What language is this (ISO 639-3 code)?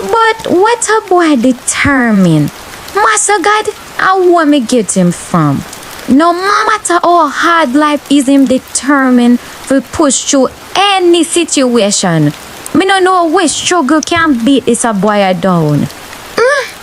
jam